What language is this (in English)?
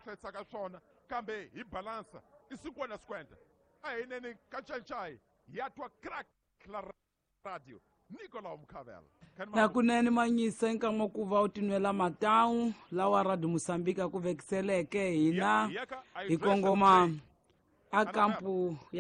Tsonga